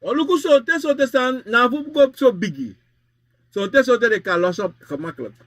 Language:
Sranan Tongo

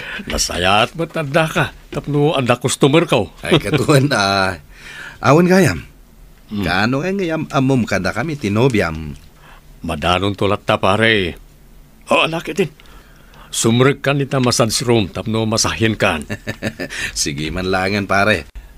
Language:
Iloko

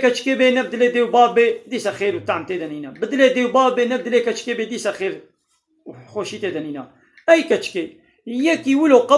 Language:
Kurdish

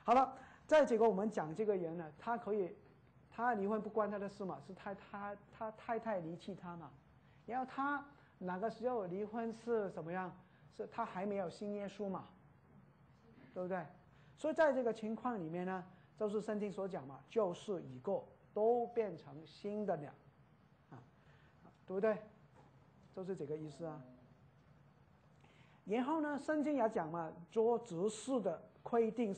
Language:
Chinese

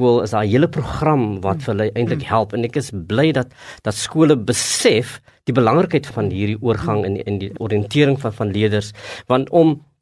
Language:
Afrikaans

